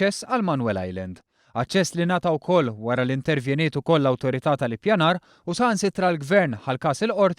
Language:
Maltese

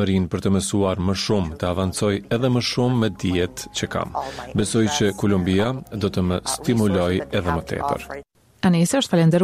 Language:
Albanian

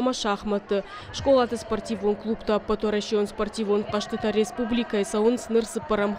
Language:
Ossetic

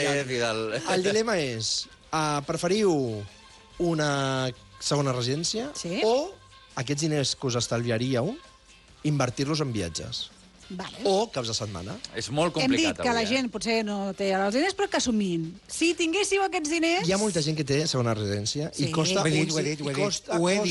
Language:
Catalan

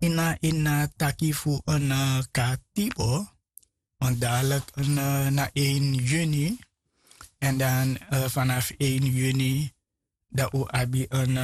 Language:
Sranan Tongo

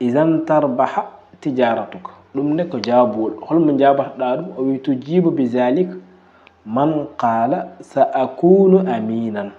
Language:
Fula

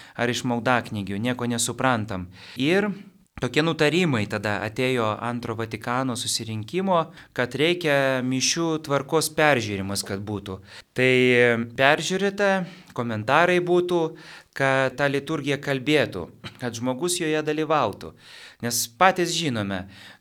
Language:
Lithuanian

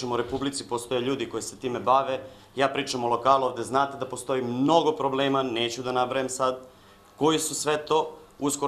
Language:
Serbian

